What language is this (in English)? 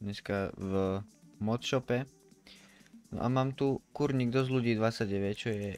Slovak